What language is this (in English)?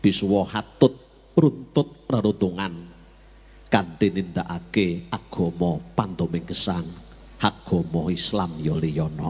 Javanese